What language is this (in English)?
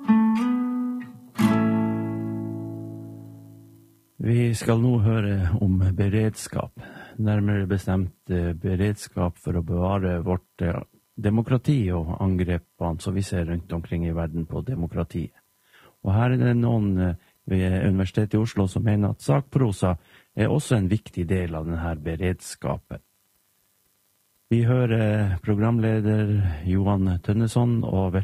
Norwegian